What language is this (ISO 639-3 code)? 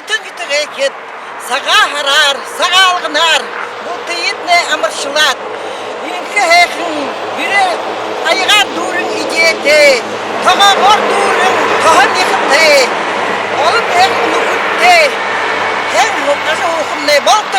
bua